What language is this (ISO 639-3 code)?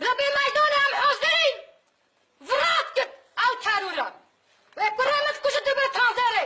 kur